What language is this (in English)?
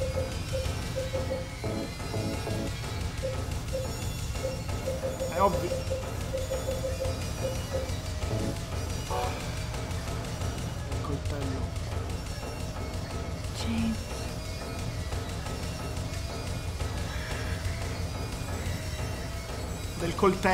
Italian